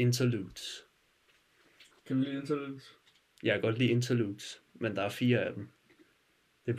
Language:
Danish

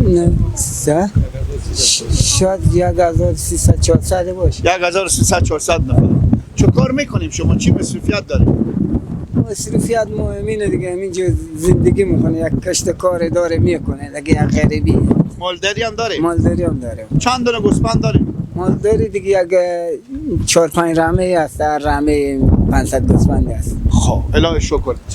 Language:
Persian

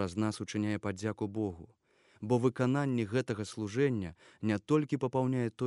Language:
Belarusian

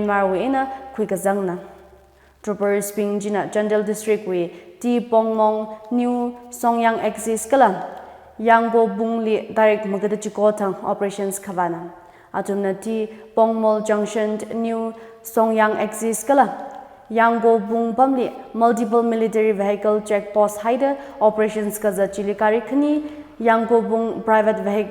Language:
Tangkhul Naga (India)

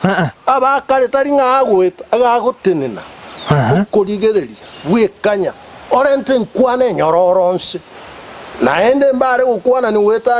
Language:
Gusii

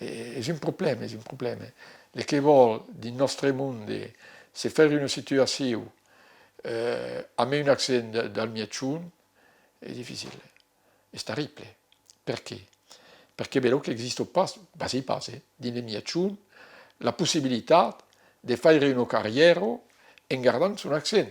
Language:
Occitan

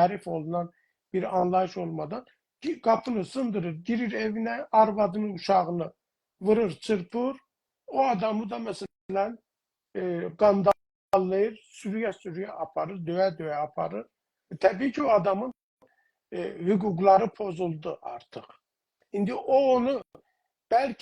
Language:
South Azerbaijani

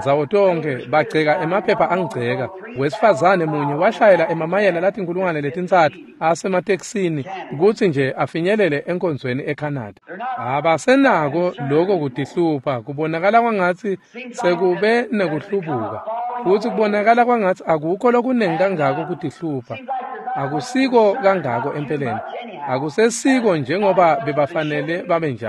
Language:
Swati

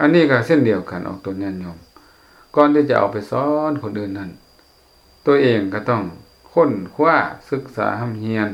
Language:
Lao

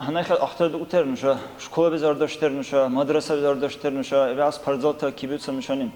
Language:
Dargwa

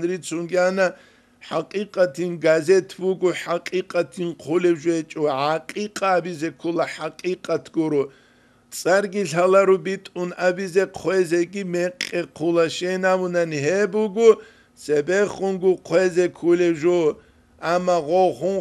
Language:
Avaric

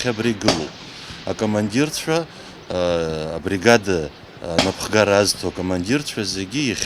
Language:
Abkhazian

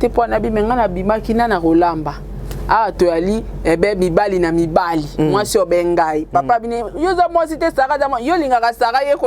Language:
Lingala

